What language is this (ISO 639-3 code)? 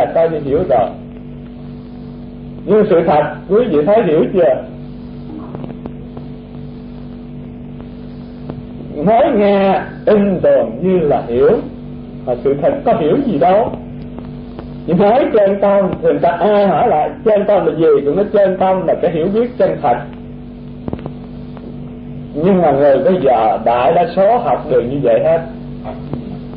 vie